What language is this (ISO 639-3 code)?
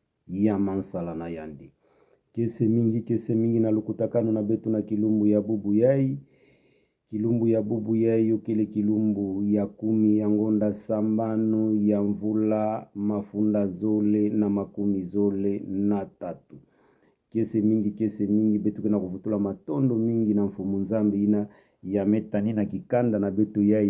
ktu